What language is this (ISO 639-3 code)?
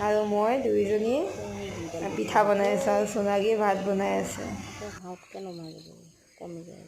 asm